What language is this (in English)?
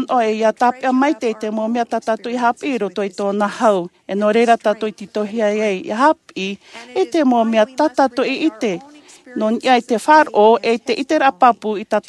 Tahitian